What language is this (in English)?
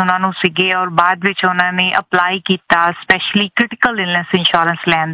Punjabi